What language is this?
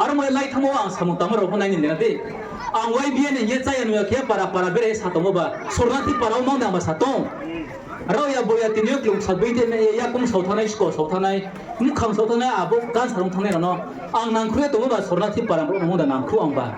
Riang (India)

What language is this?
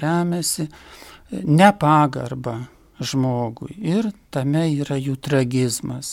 Lithuanian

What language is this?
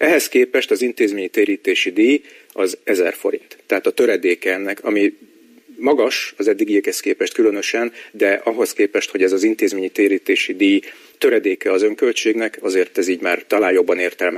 Hungarian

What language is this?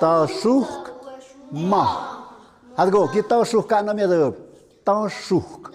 Tlahuitoltepec Mixe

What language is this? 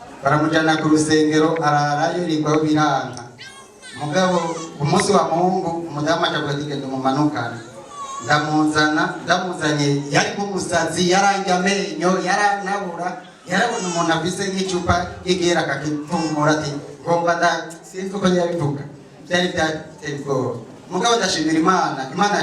Rundi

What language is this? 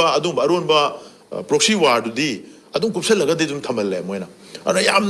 Manipuri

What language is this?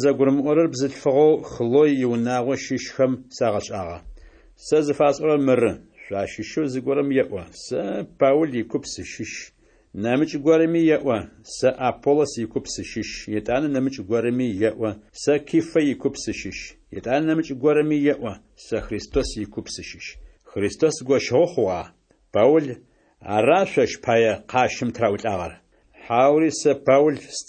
Adyghe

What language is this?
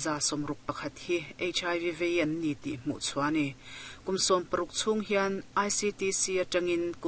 Mizo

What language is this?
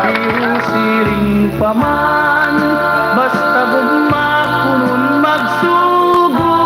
Waray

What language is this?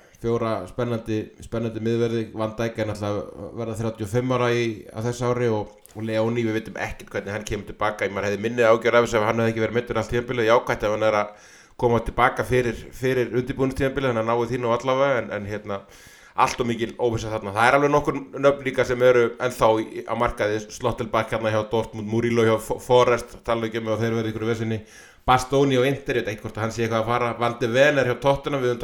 Icelandic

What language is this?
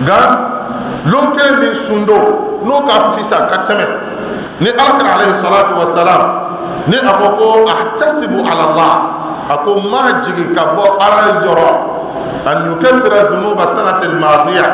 Bambara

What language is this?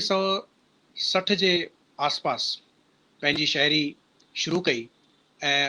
Sindhi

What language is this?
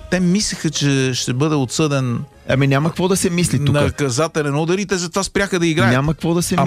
Bulgarian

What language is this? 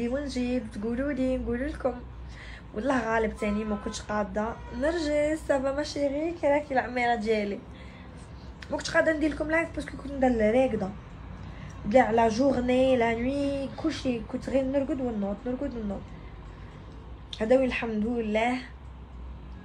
Algerian Arabic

